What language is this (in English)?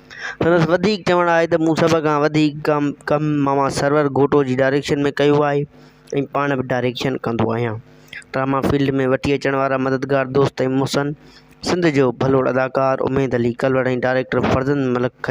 Sindhi